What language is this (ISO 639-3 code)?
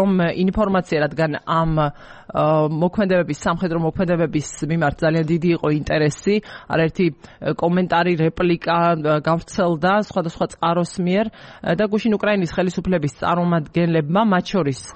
kat